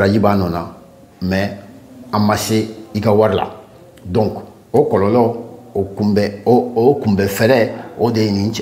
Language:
Bambara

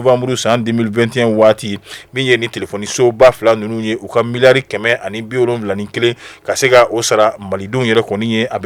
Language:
Bambara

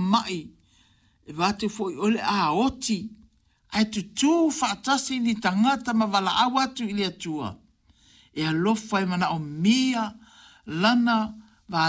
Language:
Samoan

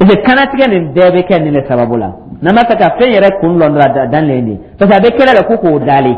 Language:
Dyula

